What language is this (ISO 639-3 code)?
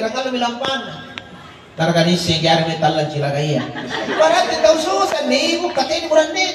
mak